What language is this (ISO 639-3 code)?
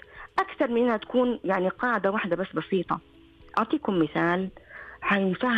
ars